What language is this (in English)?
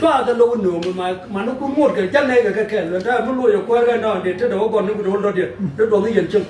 Nuer